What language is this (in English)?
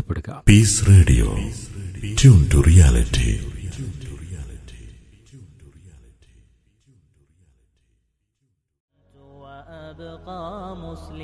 Malayalam